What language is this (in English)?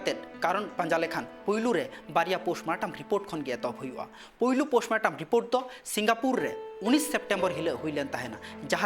Santali